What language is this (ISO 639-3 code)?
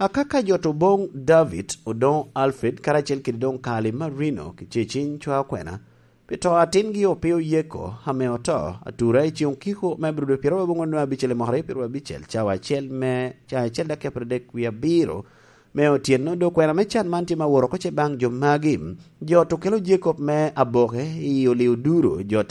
laj